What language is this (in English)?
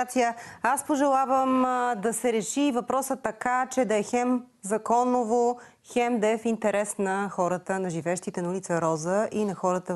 Bulgarian